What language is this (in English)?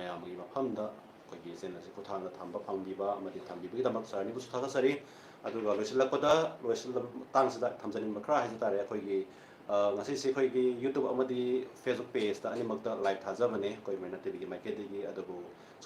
Manipuri